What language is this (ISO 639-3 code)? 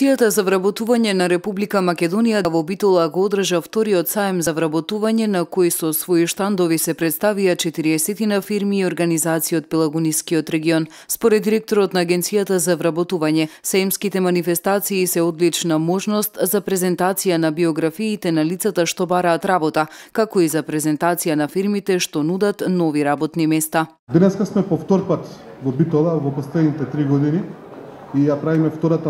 mkd